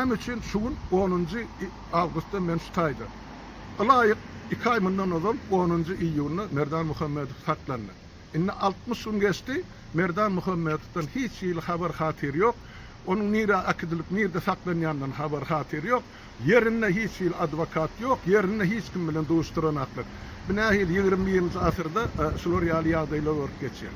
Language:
Turkmen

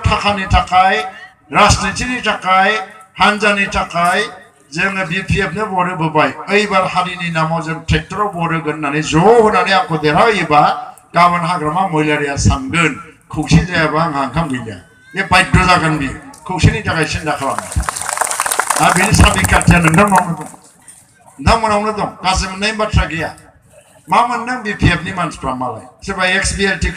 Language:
Bodo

